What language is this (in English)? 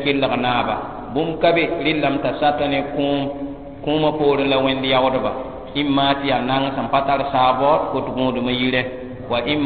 Mossi